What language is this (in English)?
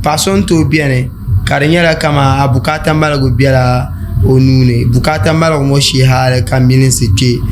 Dagbani